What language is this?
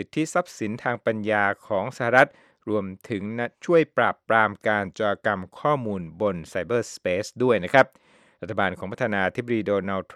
Thai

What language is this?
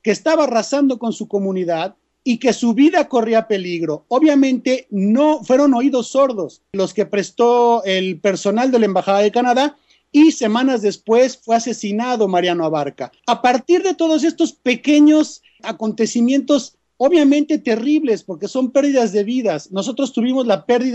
Spanish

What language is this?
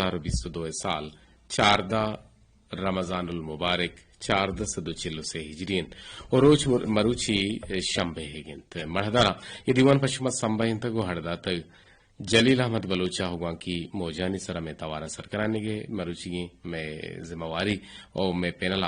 Eastern Balochi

